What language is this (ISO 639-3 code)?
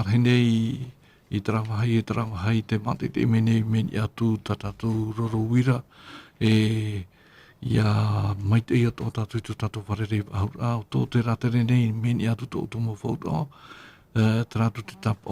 tah